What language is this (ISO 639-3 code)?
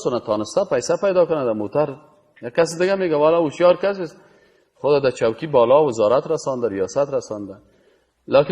fas